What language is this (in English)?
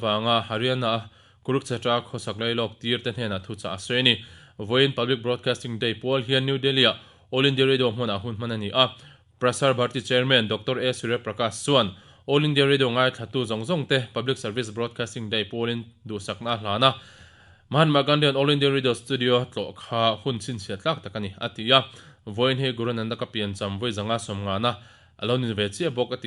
Mizo